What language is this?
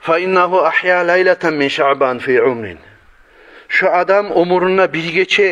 Kumyk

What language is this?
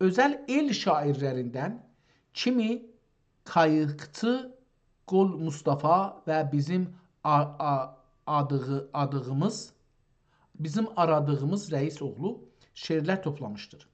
South Azerbaijani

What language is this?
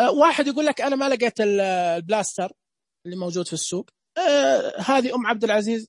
Najdi Arabic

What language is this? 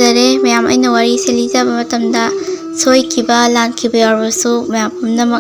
Manipuri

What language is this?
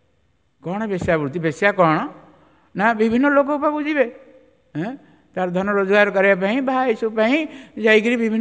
Odia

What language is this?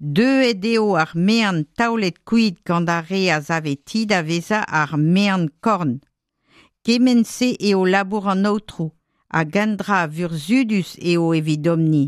Breton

